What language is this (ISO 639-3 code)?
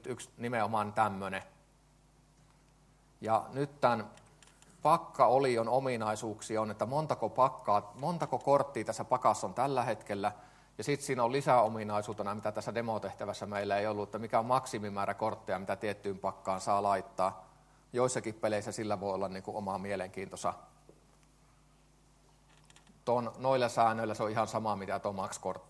fin